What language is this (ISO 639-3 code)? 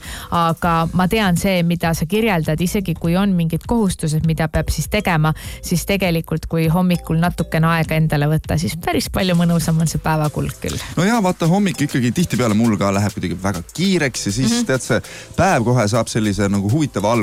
est